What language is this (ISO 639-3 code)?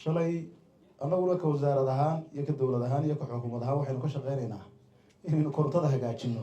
som